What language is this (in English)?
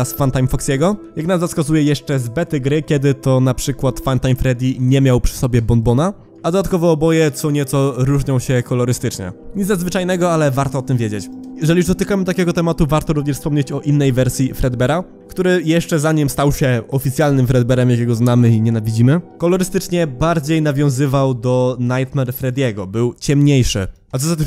Polish